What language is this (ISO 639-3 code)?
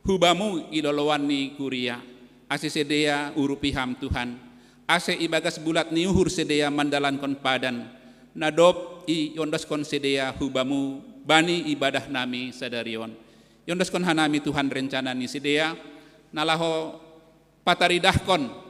bts